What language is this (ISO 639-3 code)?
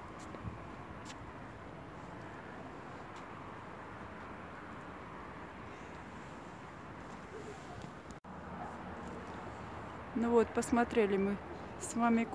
rus